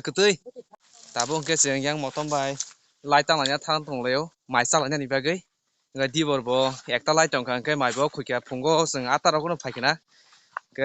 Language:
Kok Borok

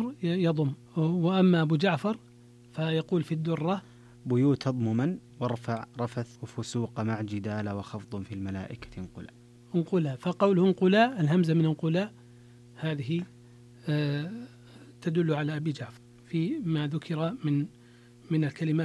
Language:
Arabic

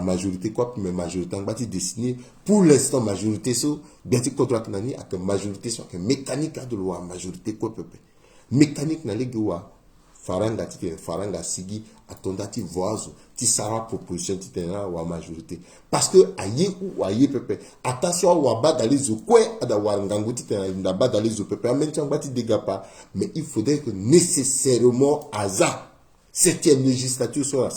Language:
Sango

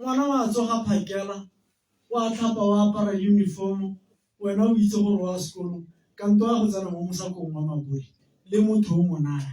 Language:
Tswana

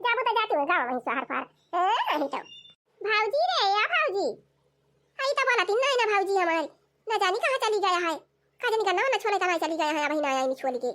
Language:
Awadhi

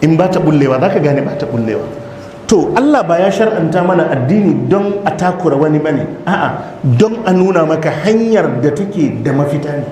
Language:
Hausa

